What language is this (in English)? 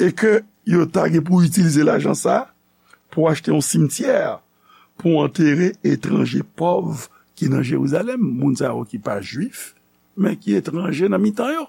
Haitian Creole